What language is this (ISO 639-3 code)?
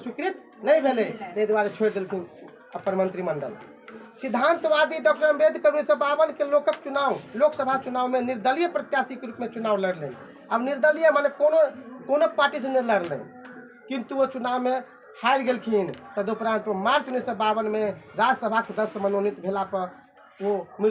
mai